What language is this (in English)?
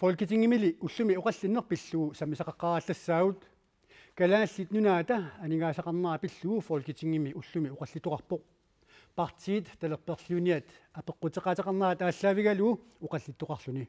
Kalaallisut